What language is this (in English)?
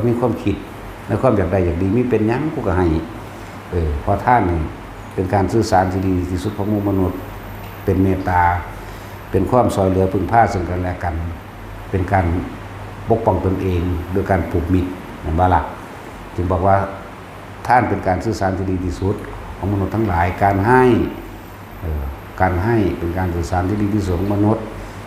Northeastern Thai